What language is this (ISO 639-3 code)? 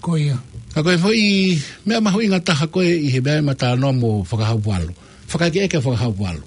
ton